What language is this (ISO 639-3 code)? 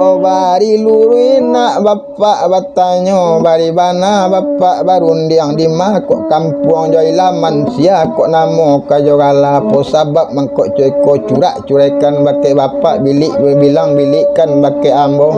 min